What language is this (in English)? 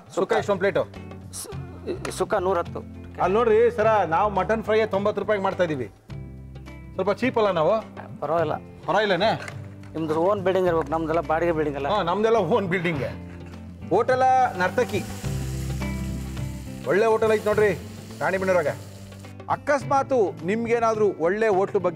Kannada